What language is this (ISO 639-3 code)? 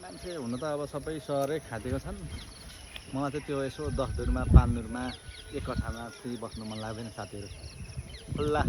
nep